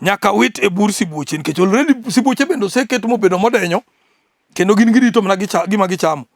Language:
Luo (Kenya and Tanzania)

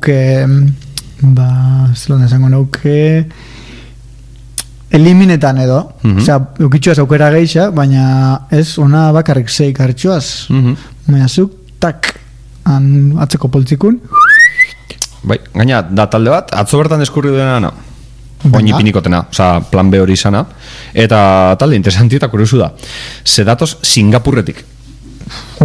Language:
Basque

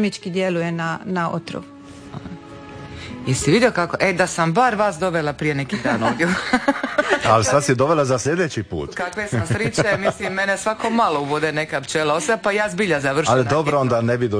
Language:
Croatian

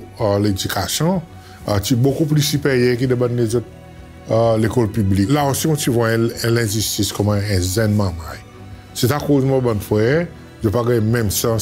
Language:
Seselwa Creole French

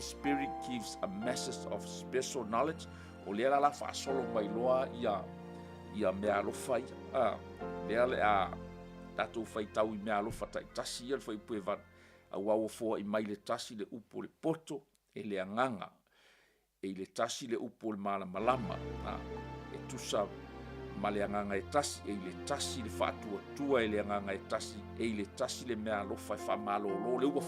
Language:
Samoan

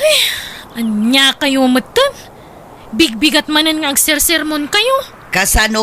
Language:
Iloko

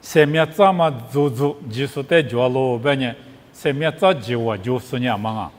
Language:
Lisu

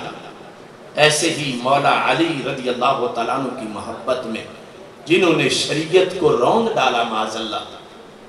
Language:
Urdu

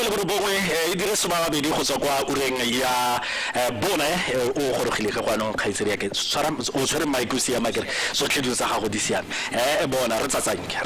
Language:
Tswana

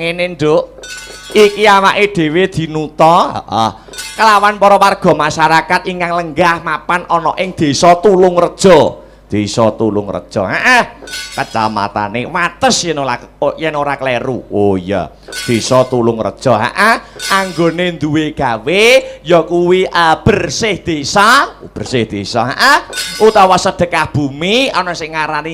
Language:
Javanese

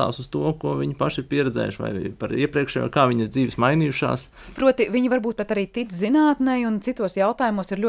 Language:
Latvian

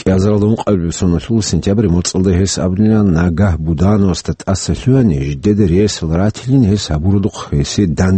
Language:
Avaric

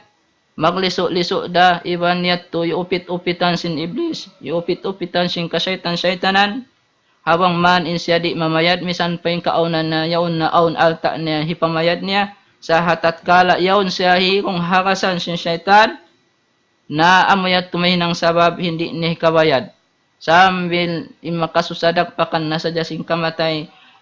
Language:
Tausug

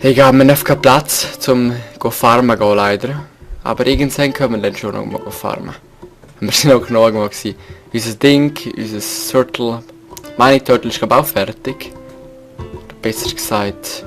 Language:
Swiss German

